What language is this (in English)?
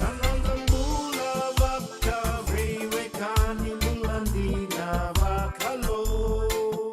Fijian